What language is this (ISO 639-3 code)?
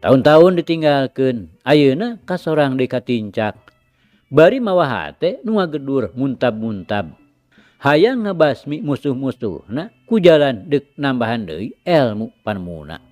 sun